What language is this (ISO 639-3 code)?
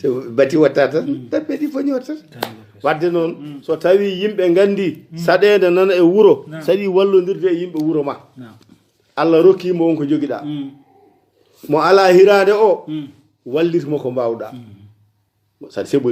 ful